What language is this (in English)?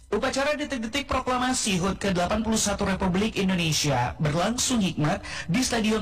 Indonesian